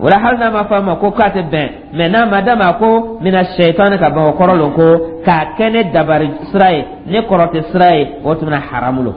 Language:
Dyula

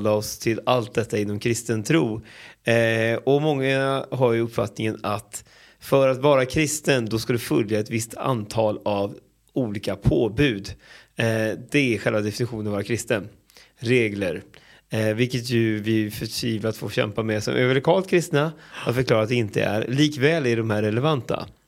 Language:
Swedish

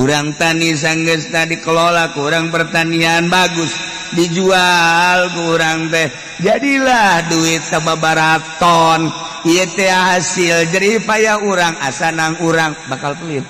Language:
Sundanese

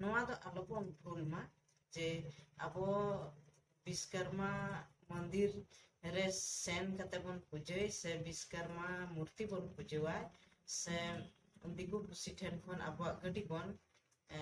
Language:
Santali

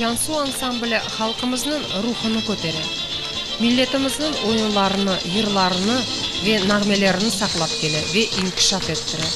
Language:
Crimean Tatar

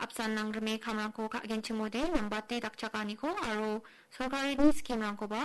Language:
Garo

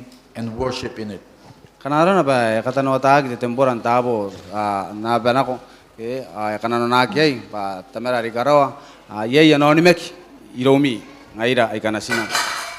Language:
Gilbertese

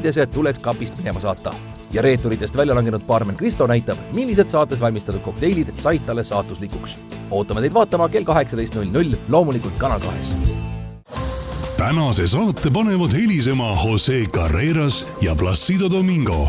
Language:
Estonian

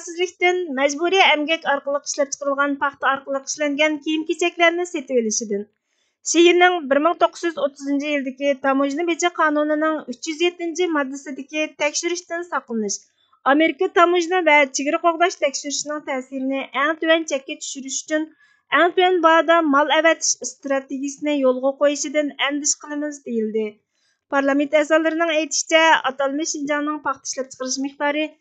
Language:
Uyghur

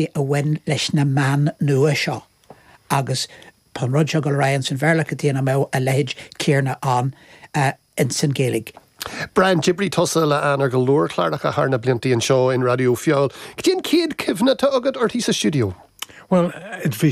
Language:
Irish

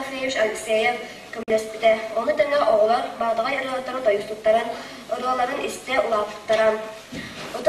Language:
Yakut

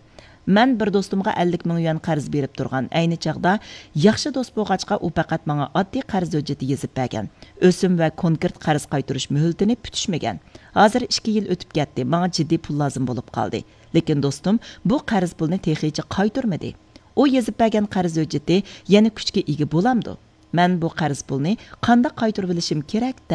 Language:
Uyghur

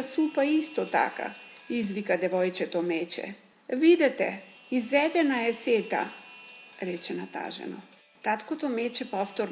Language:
Macedonian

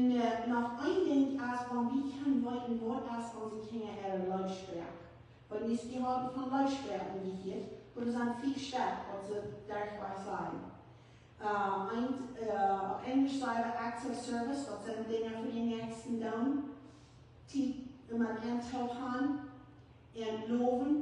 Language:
Plautdietsch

